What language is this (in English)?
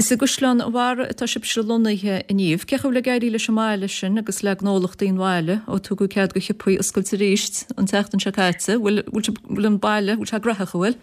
Irish